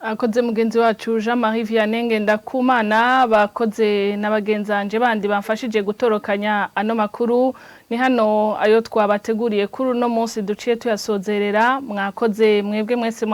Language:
Rundi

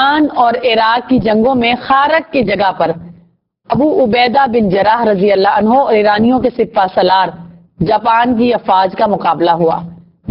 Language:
Urdu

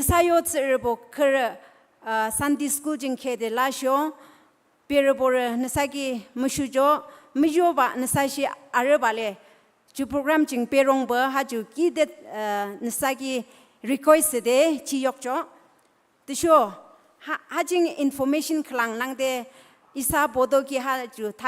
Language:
Naga Pidgin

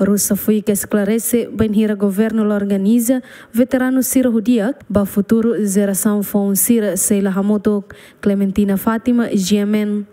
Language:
Tetum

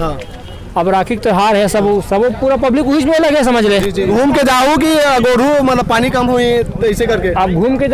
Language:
Chhattisgarhi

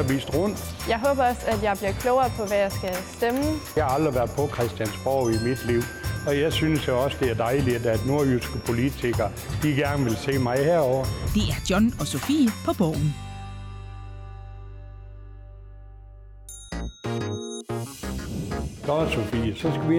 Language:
Danish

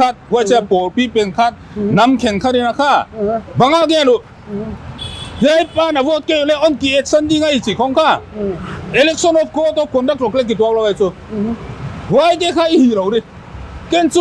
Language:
Paite Chin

